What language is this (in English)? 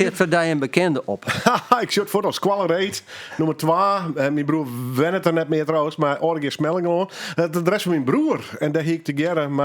Western Frisian